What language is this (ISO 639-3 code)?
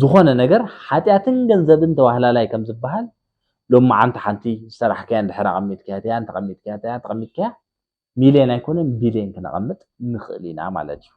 tir